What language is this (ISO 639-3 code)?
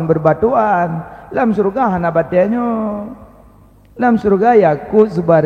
ace